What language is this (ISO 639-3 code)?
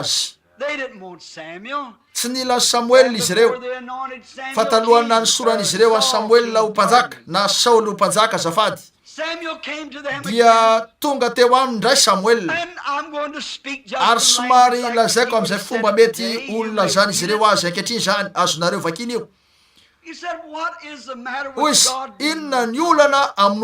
mlg